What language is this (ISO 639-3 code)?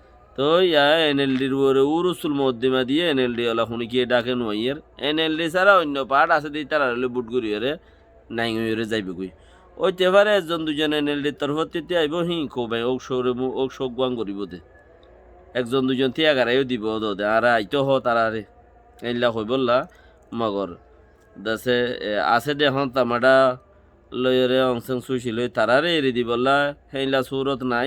rhg